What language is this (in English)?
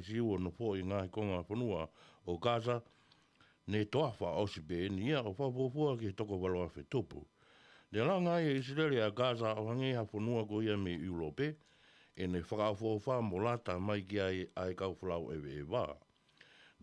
Tongan